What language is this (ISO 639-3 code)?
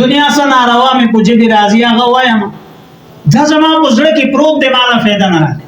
pus